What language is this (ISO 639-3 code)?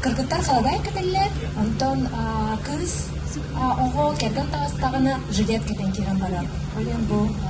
sah